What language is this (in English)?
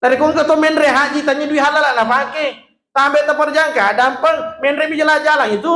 Buginese